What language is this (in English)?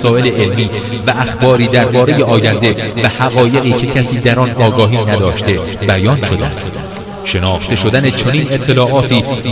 Persian